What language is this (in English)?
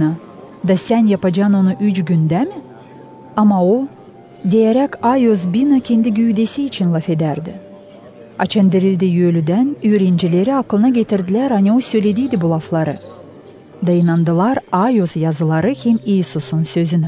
Gagauz